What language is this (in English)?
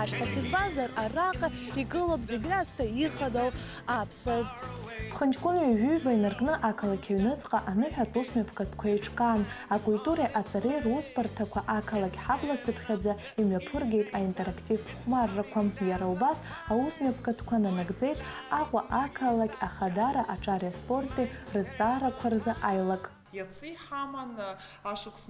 Abkhazian